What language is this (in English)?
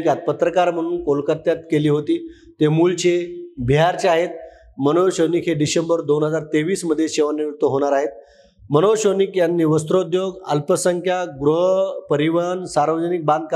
Marathi